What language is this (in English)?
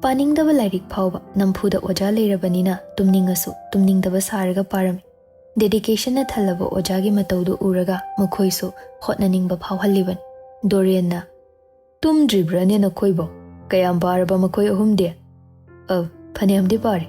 Manipuri